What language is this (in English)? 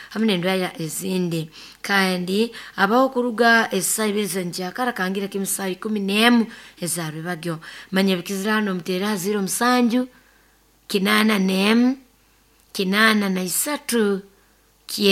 Nyoro